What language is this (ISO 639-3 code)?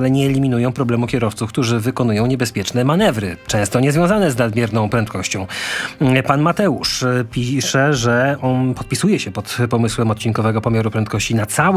pol